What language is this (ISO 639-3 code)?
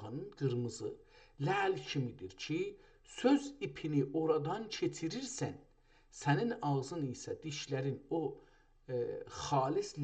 azb